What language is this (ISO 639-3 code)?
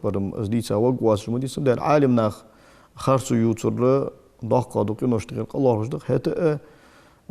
inh